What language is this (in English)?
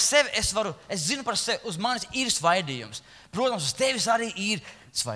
Latvian